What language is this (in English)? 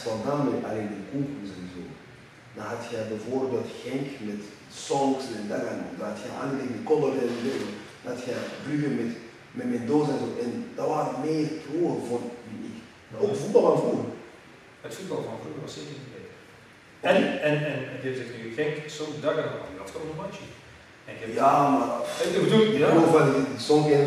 Dutch